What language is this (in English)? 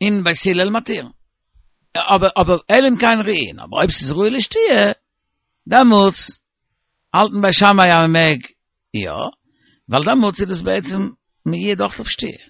Yiddish